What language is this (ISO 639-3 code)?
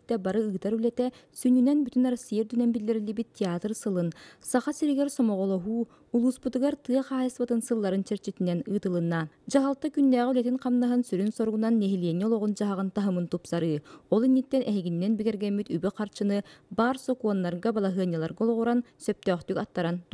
sah